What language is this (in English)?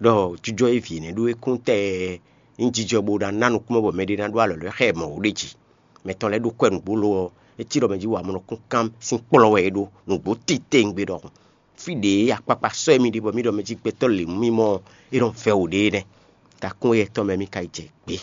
Fon